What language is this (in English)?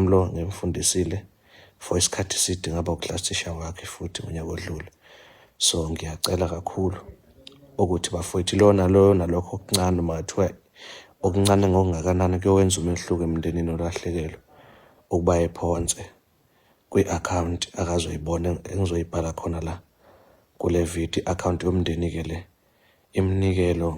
Zulu